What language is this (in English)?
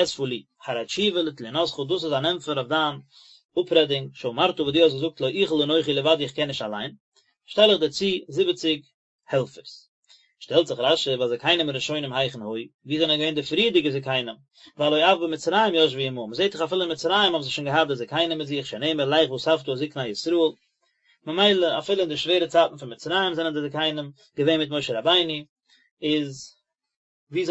Yiddish